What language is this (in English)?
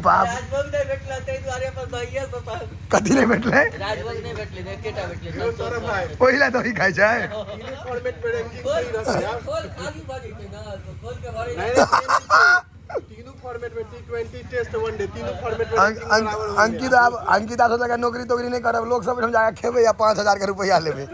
Maithili